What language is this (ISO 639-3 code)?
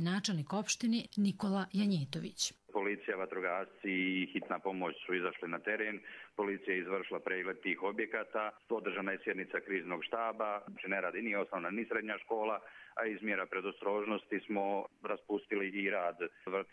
hrv